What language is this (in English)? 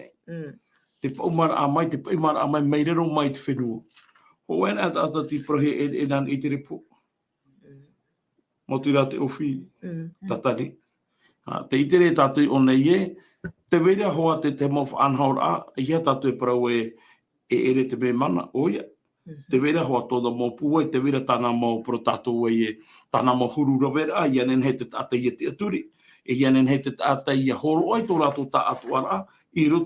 Tahitian